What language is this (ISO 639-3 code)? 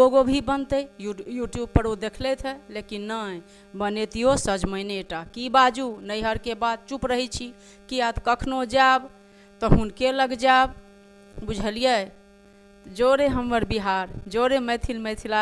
mai